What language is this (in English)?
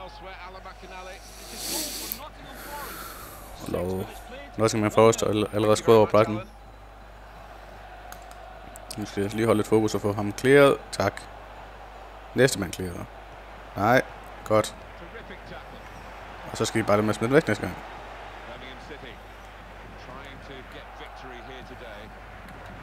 Danish